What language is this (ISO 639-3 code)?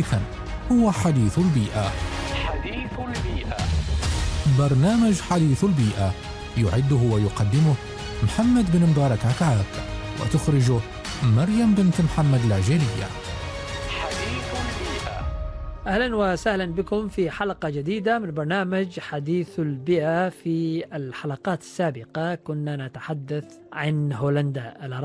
ara